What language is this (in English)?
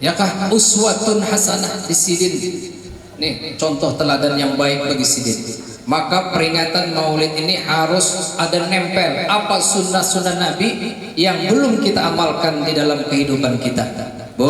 Banjar